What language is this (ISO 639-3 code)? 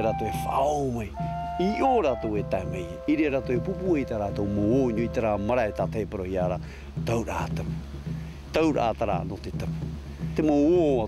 tah